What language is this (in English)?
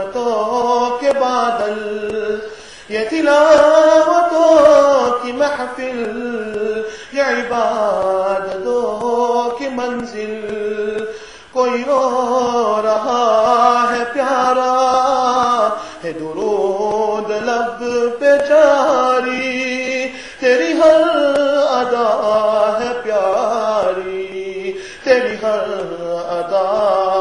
Urdu